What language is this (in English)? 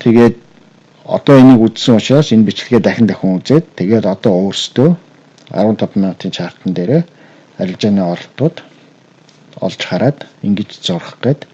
Mongolian